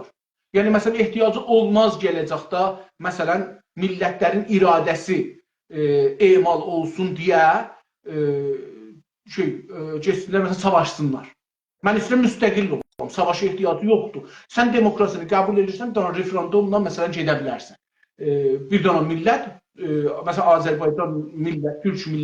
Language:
South Azerbaijani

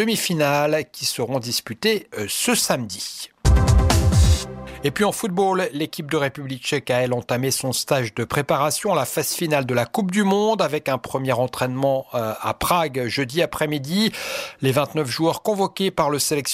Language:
French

